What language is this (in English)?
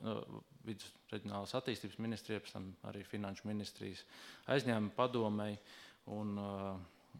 Latvian